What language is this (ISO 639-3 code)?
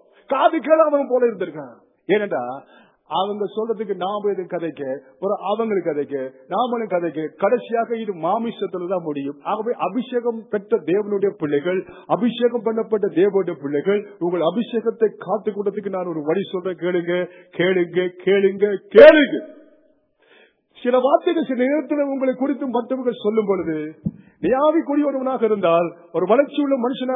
tam